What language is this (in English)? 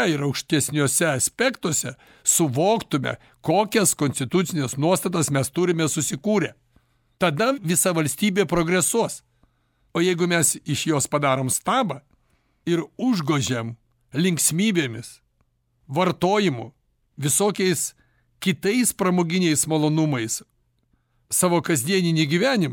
Lithuanian